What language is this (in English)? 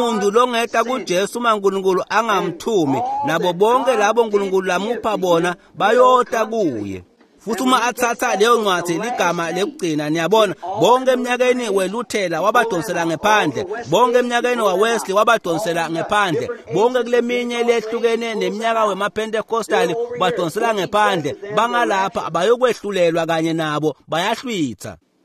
Swati